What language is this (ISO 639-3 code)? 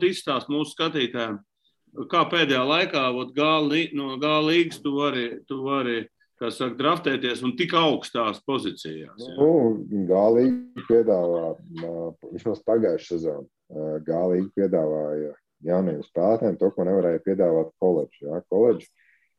lav